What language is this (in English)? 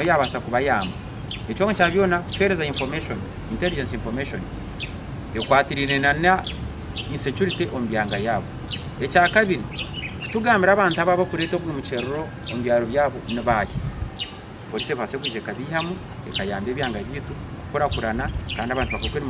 Nyankole